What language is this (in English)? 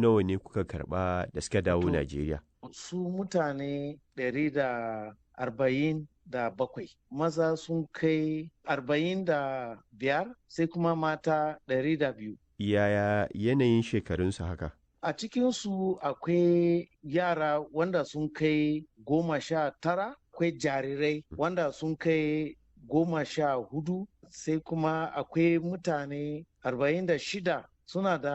Hausa